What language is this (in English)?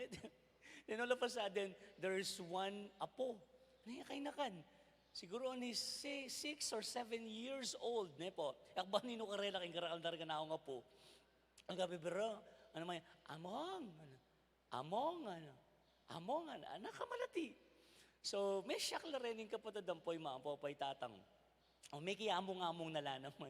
Pampanga